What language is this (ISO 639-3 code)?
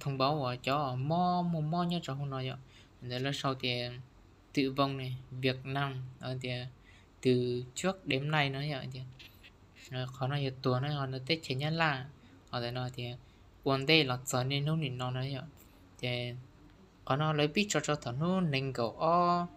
hmn